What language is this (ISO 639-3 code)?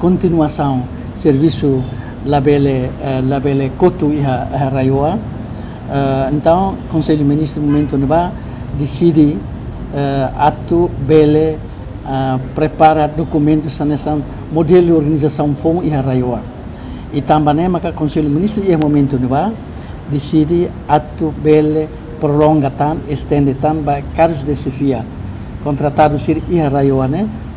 tet